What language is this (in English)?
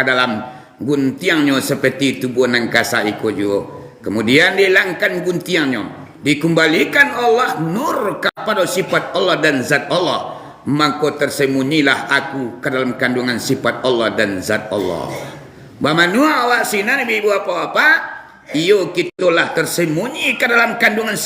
Minangkabau